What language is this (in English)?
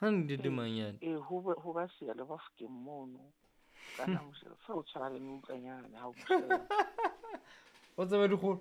Southern Sotho